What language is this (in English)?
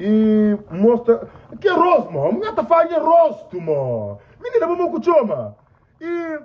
Kabuverdianu